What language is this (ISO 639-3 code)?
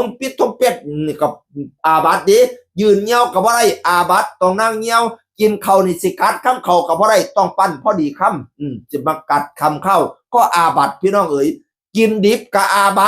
tts